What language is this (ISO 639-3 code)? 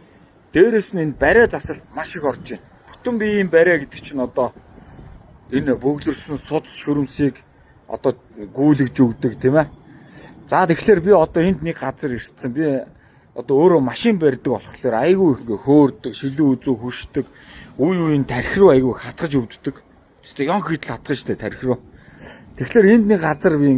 mon